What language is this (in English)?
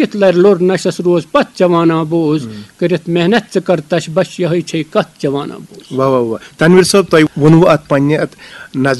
Kashmiri